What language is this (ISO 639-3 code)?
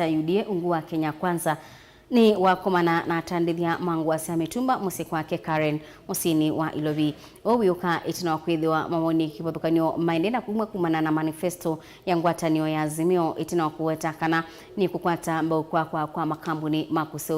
kam